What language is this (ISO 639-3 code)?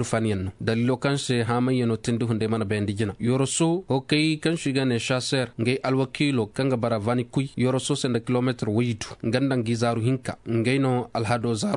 ses